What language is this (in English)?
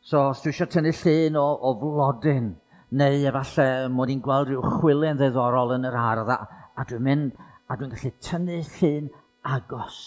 Welsh